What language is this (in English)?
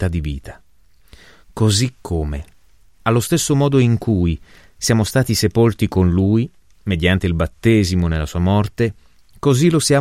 Italian